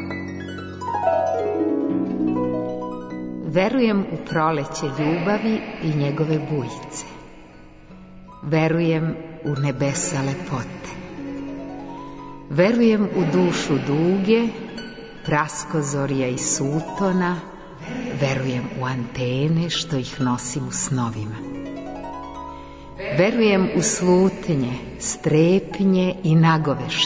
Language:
Serbian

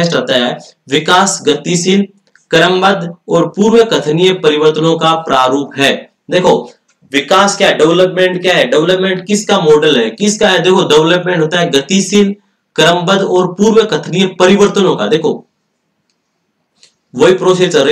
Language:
Hindi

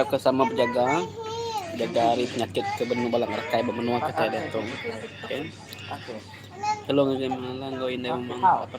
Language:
Iban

